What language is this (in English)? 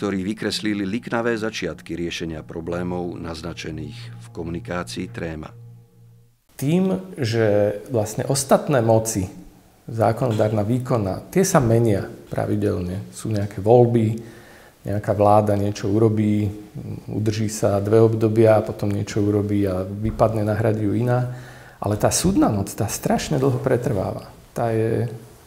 Slovak